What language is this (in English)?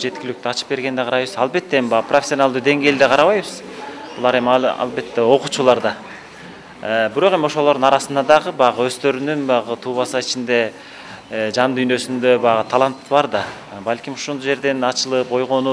Kyrgyz